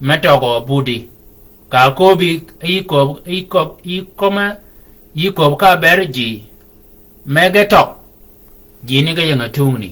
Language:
Shilluk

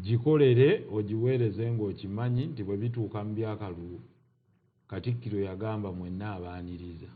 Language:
Ganda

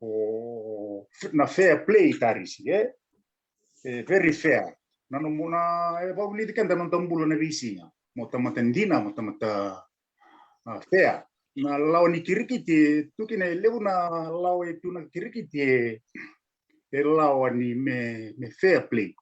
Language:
Fijian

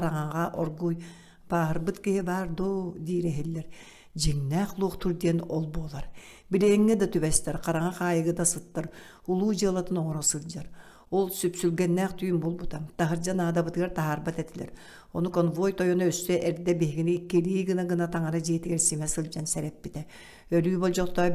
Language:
Yakut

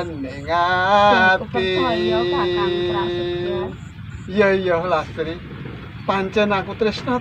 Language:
Javanese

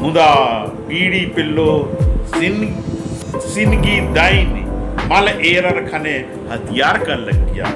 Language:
Kurukh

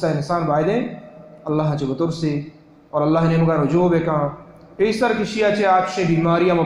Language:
Baluchi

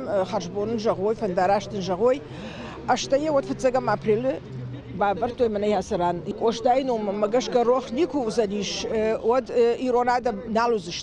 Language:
Ossetic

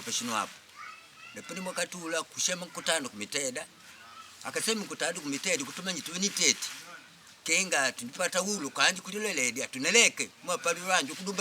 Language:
Makonde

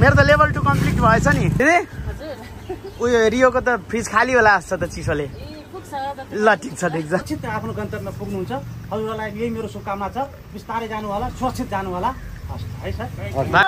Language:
Nepali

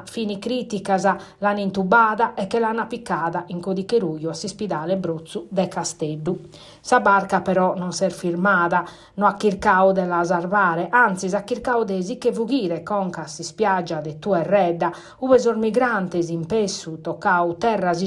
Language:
Sardinian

